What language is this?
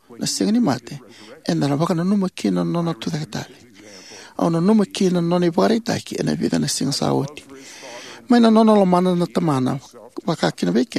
Fijian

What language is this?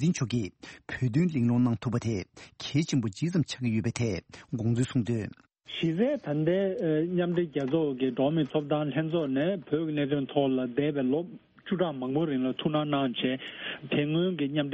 Tibetan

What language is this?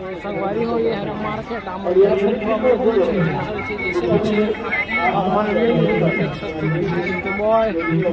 Chhattisgarhi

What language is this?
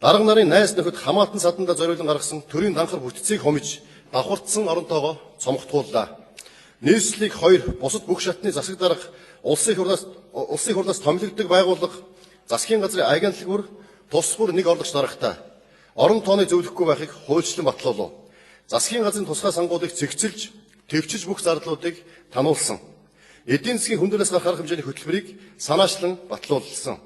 Mongolian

